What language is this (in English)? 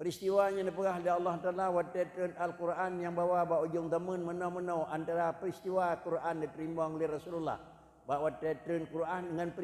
Achinese